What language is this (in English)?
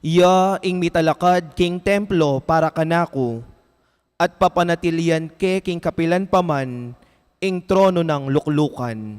Pampanga